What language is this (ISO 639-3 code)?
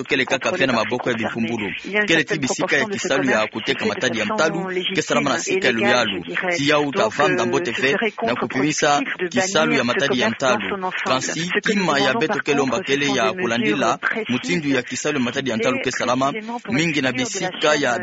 ktu